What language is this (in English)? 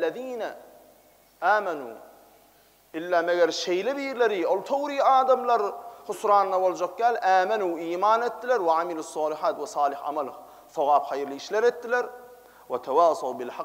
Turkmen